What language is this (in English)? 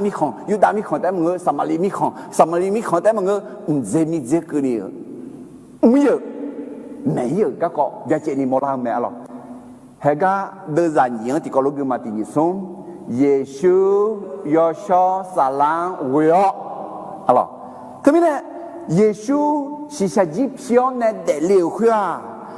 Akha